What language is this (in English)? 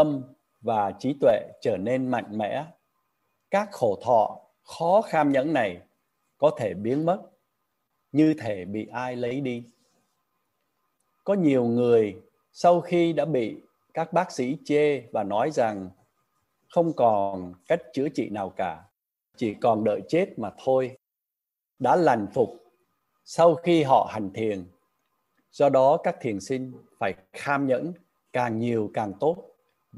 Vietnamese